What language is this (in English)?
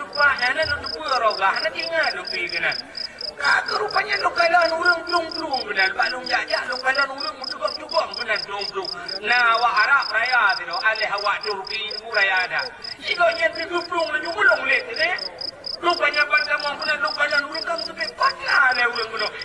Achinese